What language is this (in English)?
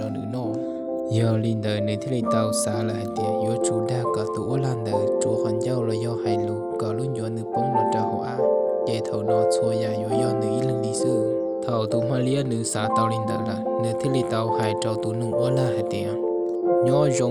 Hmong